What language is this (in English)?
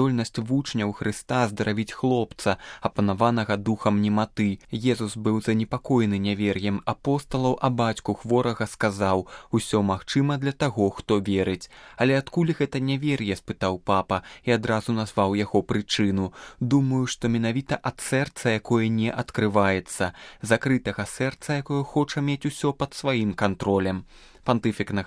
Belarusian